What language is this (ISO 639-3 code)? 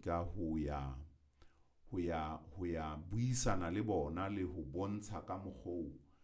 sot